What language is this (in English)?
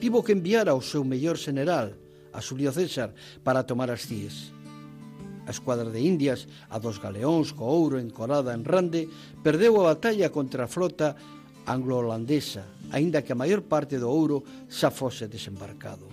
Galician